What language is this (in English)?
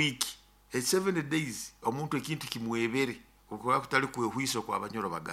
Nyoro